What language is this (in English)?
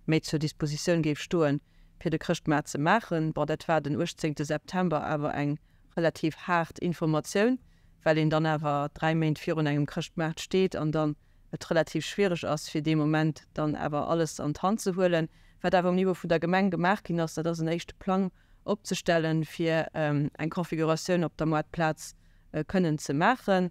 Luxembourgish